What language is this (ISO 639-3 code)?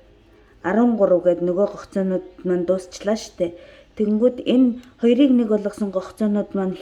mon